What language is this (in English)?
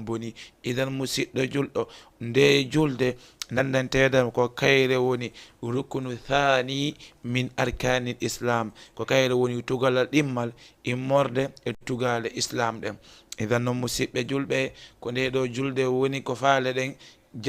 Fula